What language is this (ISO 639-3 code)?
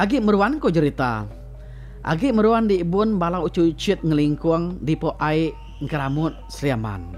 iba